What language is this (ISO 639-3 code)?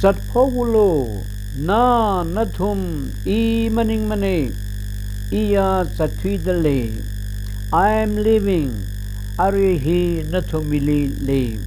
nmf